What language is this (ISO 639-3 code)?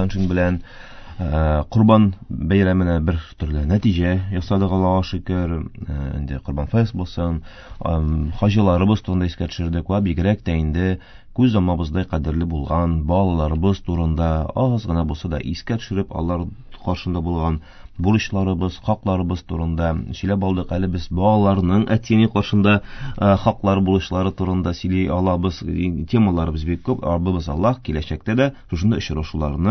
tat